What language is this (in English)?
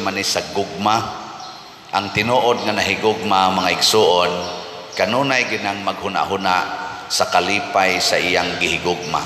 Cebuano